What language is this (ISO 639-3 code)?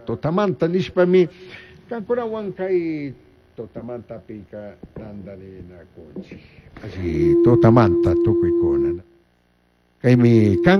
qug